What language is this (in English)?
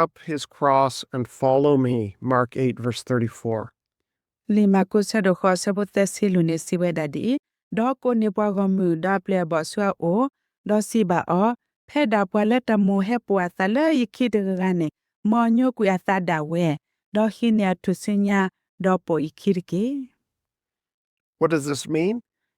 S'gaw Karen